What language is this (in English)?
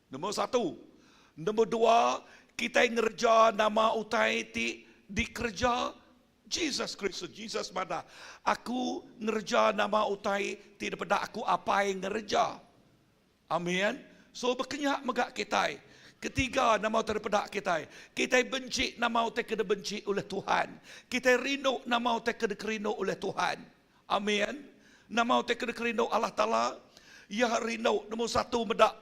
Iban